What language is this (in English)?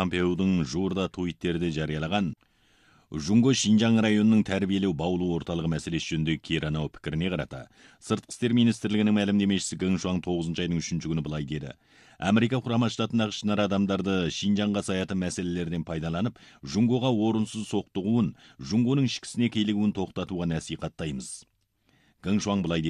Kazakh